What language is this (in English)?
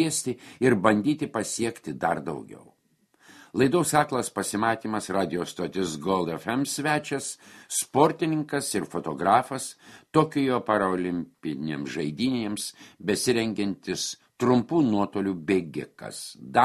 Lithuanian